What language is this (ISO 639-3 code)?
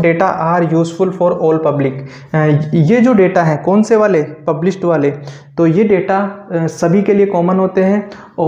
hin